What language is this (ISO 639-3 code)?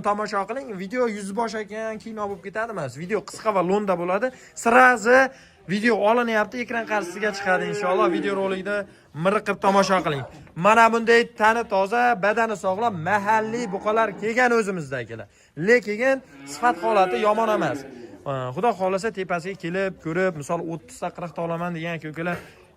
uzb